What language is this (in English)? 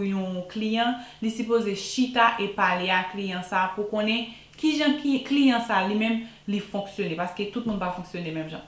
Haitian Creole